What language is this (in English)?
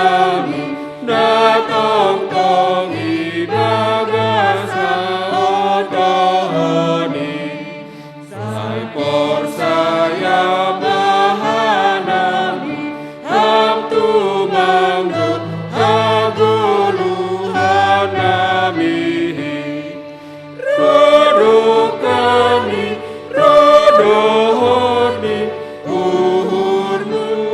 Batak Simalungun